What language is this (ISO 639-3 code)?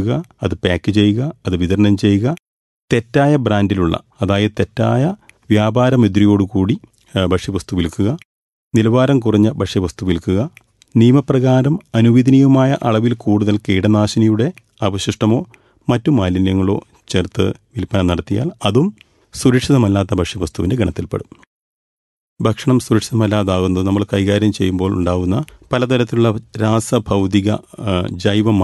mal